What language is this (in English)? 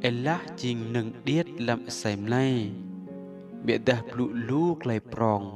Rade